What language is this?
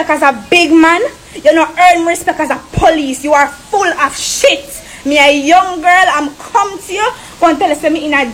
Jamaican Creole English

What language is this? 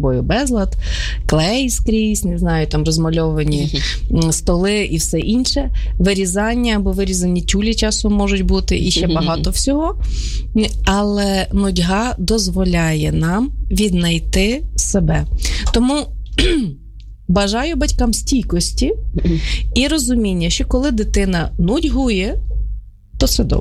Ukrainian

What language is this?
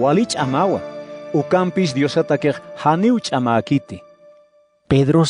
Aymara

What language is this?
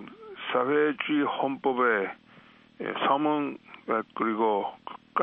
Korean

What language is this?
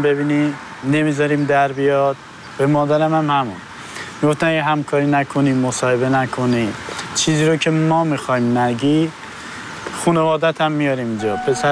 Persian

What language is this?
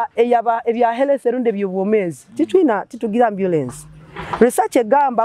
Nyoro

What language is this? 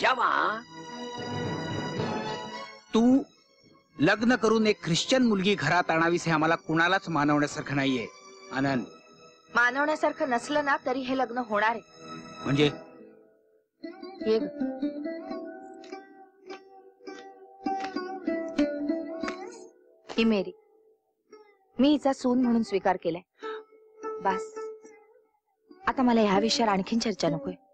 Marathi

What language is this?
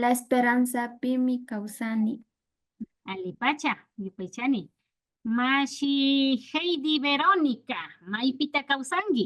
Imbabura Highland Quichua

